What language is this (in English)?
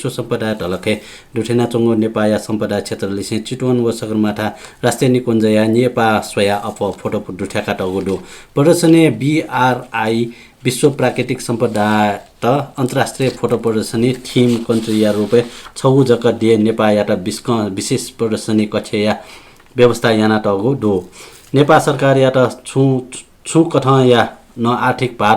Newari